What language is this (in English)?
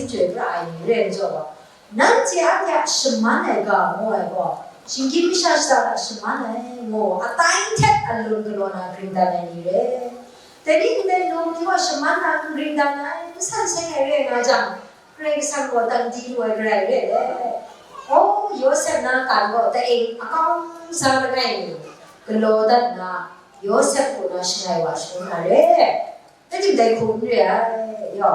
Kachin